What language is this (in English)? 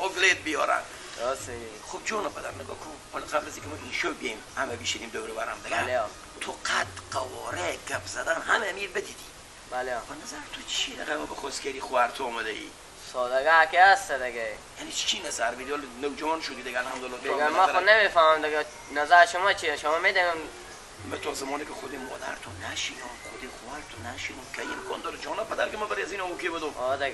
Persian